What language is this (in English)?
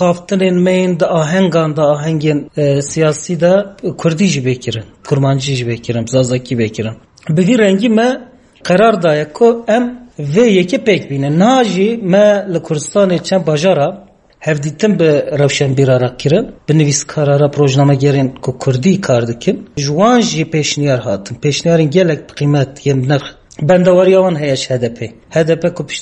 Kurdish